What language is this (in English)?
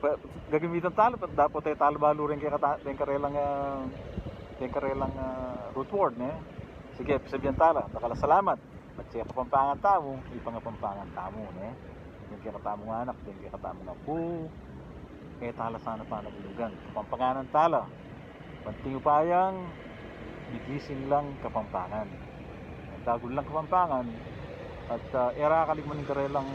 Pampanga